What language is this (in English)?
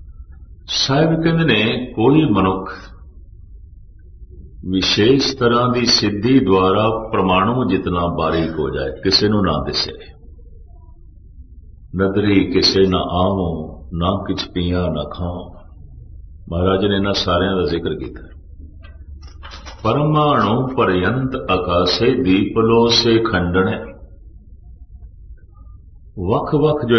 Punjabi